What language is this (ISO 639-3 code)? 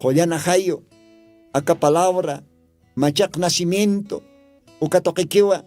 aym